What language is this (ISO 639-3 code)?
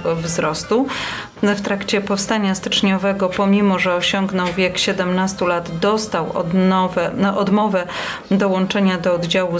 pol